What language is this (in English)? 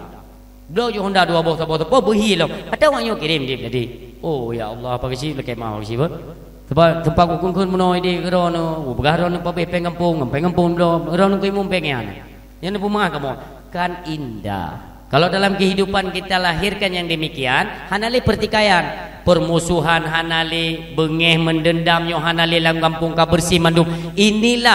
Achinese